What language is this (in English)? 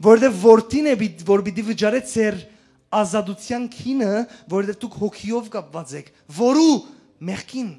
Western Armenian